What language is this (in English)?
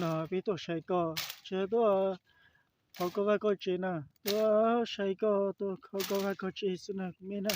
Hmong